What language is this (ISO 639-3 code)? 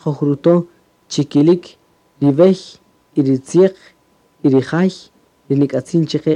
cak